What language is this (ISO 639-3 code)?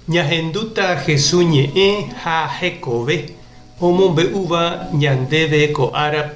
grn